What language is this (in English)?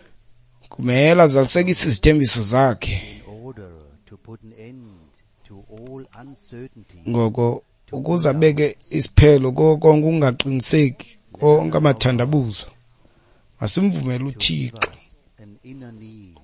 Xhosa